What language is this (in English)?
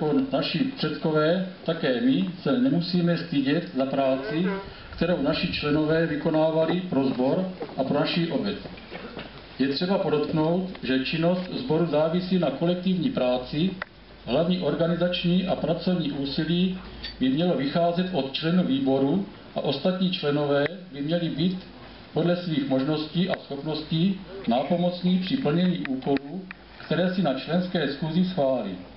Czech